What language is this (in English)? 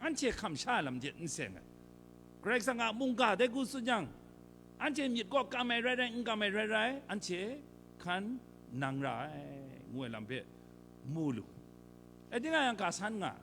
Kachin